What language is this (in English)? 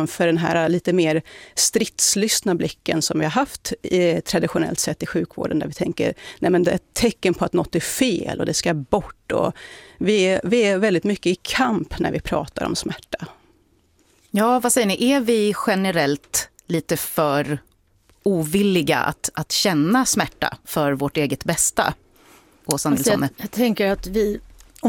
Swedish